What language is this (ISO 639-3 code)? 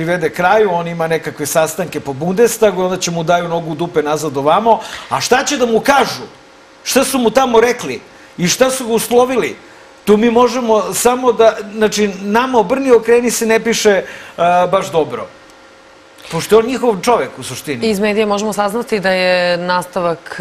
srp